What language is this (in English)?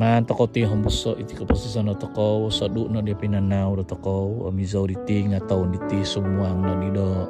Central Dusun